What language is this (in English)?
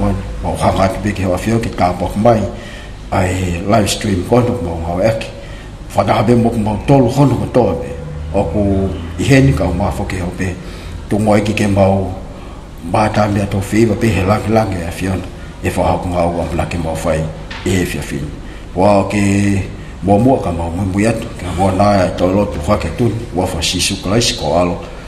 Tongan